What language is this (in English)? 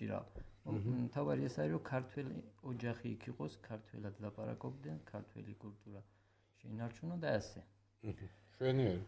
Georgian